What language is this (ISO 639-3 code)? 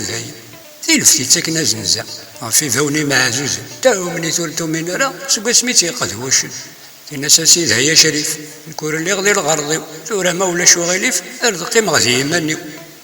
kab